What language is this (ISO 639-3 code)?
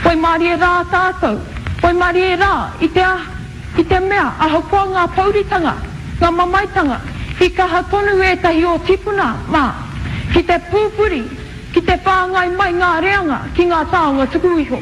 mri